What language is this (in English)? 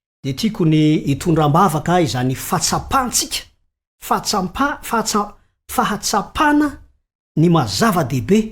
Malagasy